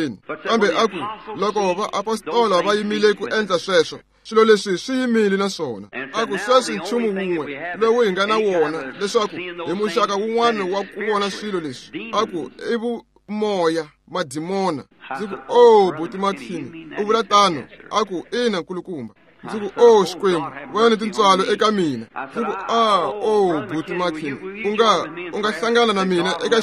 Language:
Tsonga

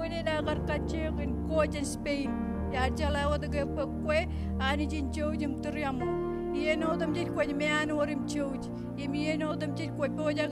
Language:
Marshallese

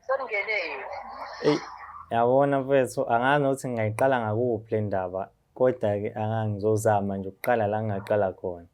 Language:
Zulu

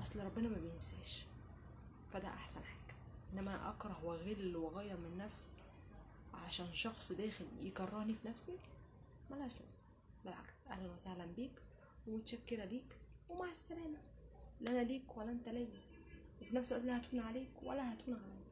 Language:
Egyptian Arabic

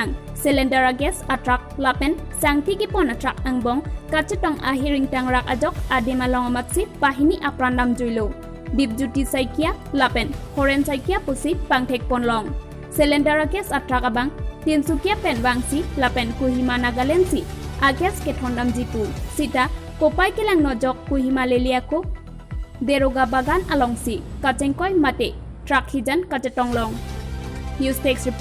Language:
Karbi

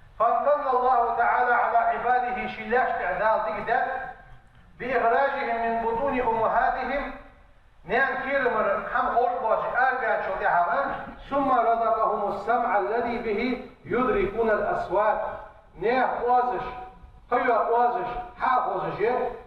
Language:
Ingush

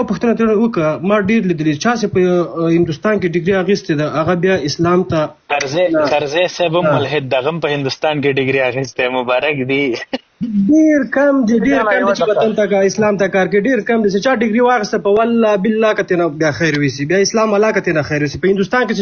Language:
Pashto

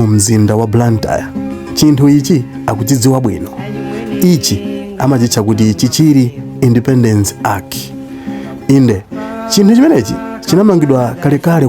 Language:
Nyanja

